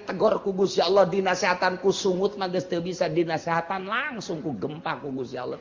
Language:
Sundanese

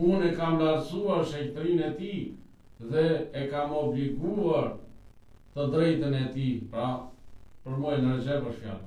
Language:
Albanian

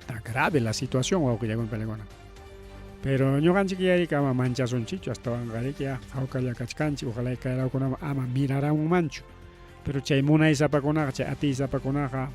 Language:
Ayacucho Quechua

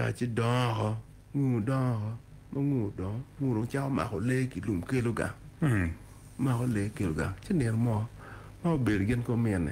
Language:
Acoli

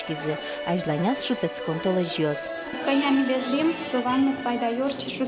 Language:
Udmurt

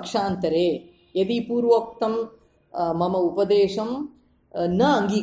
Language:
Sanskrit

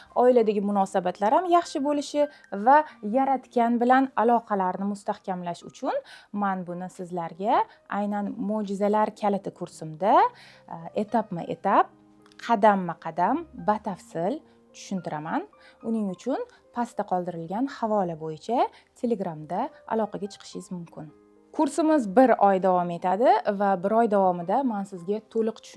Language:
Uzbek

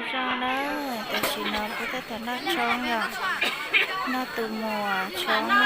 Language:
Hmong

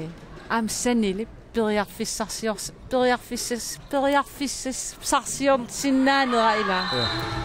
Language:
Kalaallisut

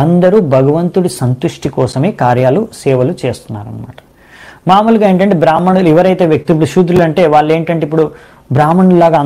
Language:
Telugu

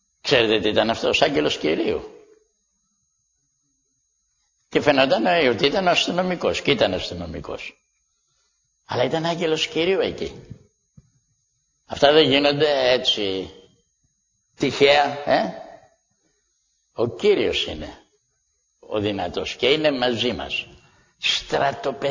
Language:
Greek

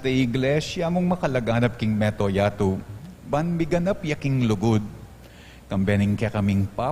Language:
Pampanga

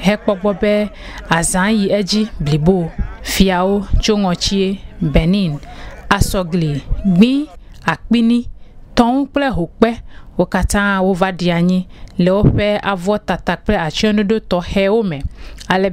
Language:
Ewe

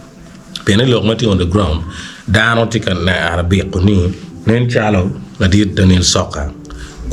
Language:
Acoli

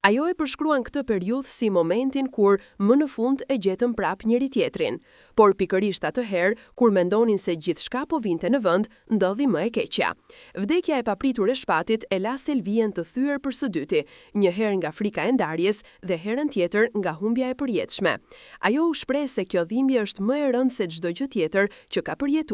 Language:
Albanian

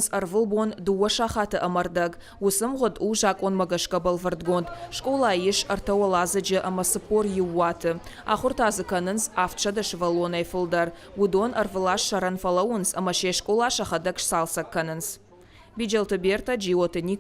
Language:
Ossetic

